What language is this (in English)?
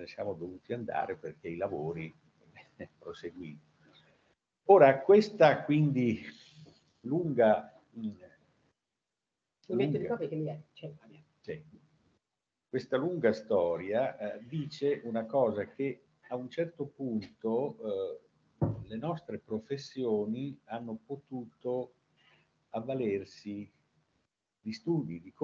Italian